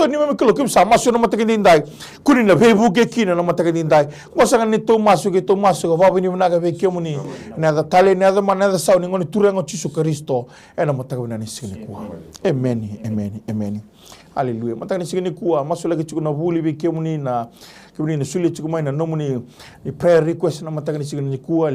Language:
Fijian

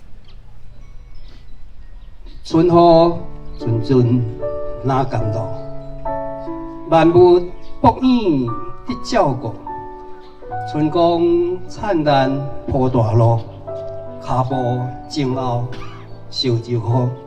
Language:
Min Nan Chinese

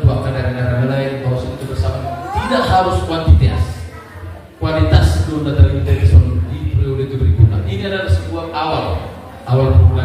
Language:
Batak Toba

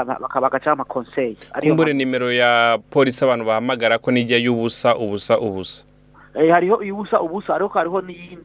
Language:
Rundi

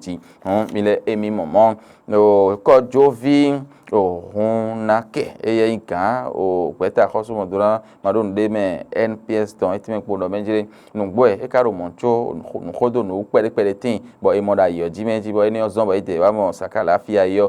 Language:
Fon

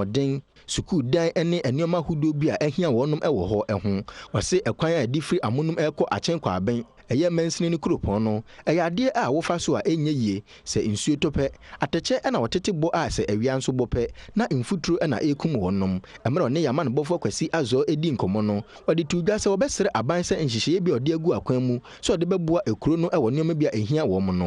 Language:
Akan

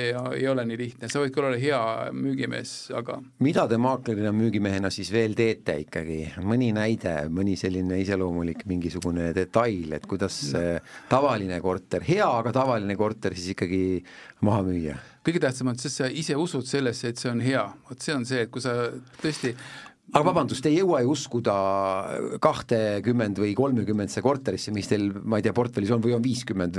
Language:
Estonian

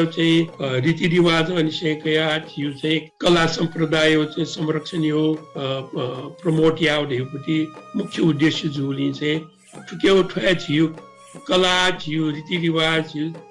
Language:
Newari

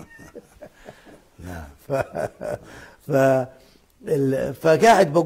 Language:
Arabic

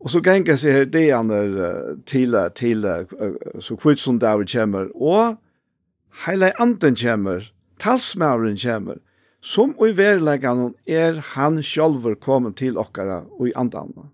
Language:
Faroese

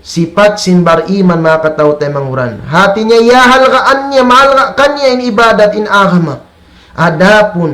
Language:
Tausug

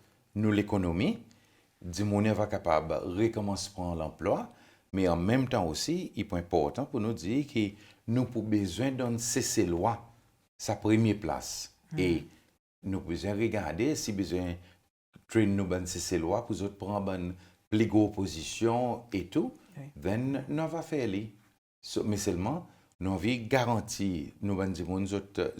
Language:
Seselwa Creole French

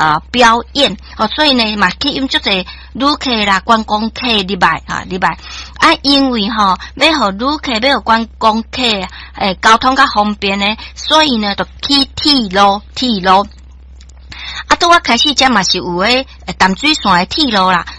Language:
Min Nan Chinese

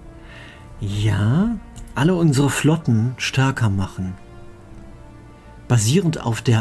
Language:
German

